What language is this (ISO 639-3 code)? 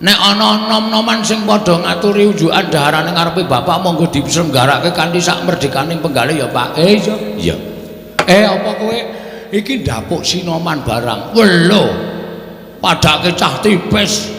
jav